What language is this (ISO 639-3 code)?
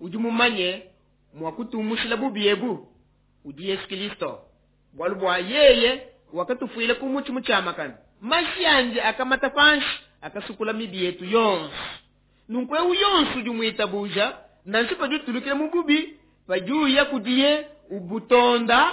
lua